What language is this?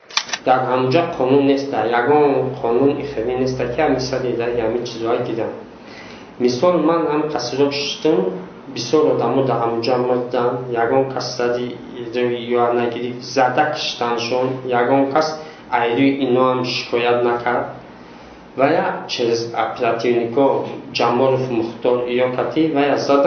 Tajik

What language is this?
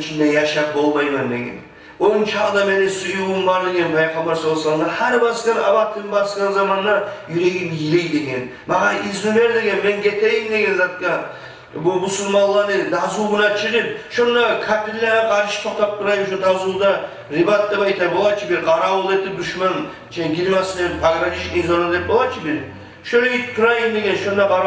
Kumyk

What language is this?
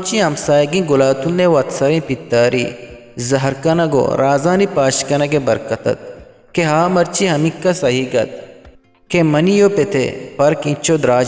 Eastern Balochi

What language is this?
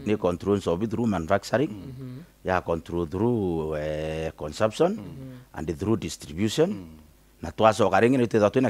Meru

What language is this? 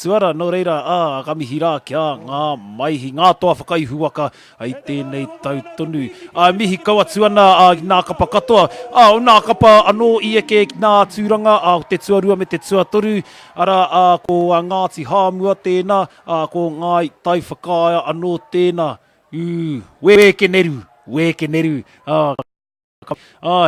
Māori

